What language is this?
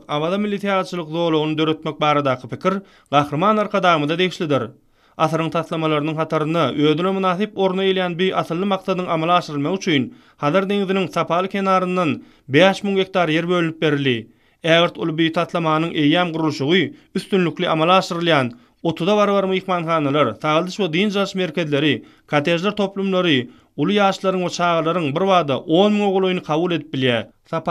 Turkmen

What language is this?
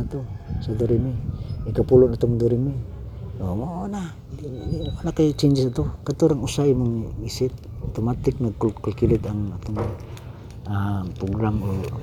Cebuano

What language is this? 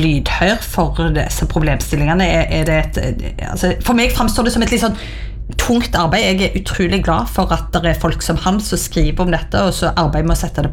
Norwegian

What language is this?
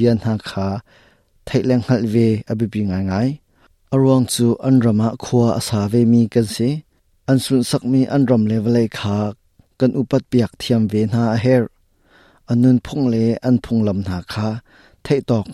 Hakha Chin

